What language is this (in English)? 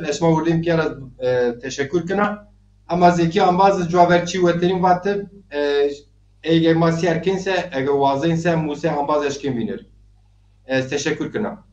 Zaza